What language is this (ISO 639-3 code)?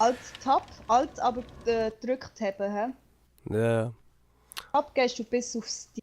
gsw